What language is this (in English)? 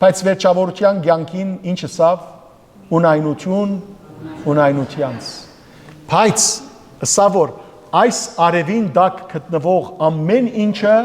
Western Armenian